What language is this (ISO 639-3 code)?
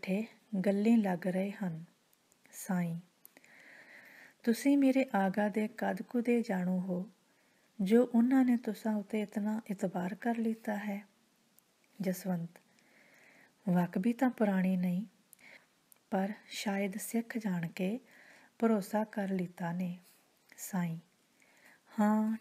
pan